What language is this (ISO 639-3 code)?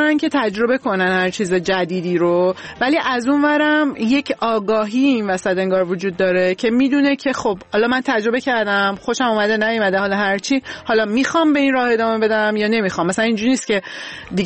fas